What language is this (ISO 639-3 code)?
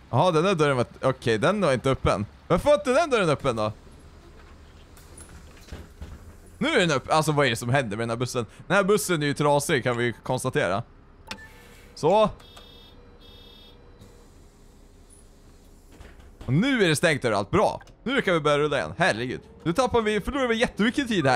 swe